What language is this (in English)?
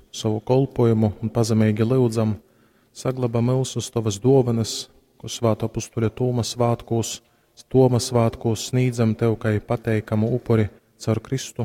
Latgalian